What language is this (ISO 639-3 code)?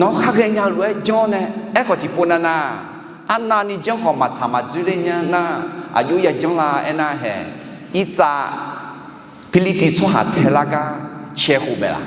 ahk